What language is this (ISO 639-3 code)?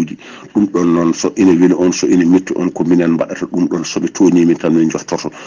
ful